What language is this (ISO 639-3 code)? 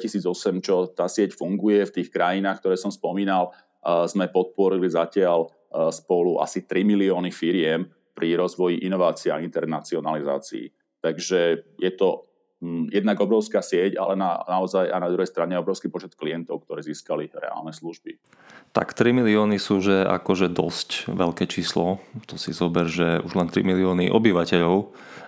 slk